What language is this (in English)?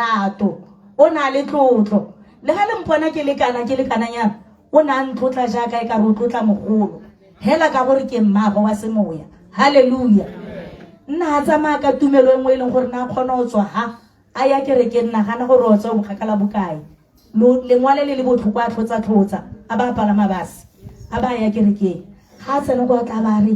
Tswana